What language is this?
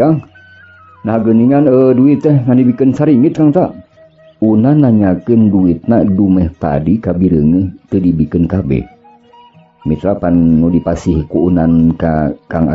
Sundanese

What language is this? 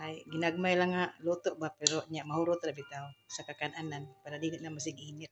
Cebuano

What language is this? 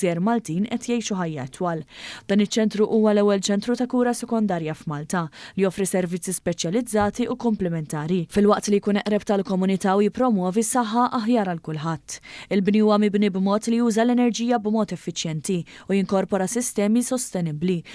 Maltese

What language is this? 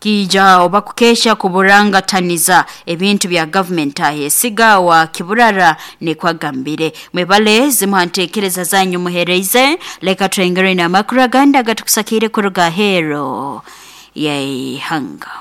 Nyoro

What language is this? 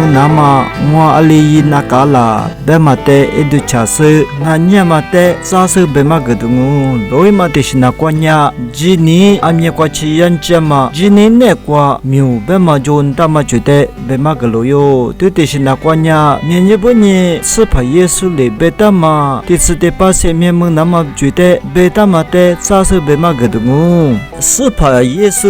Lisu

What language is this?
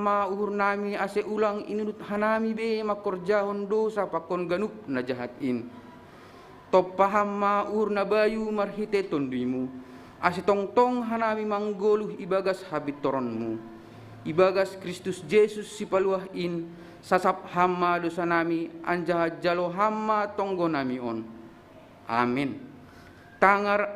Batak Simalungun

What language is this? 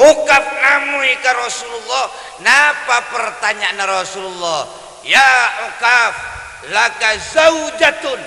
Madurese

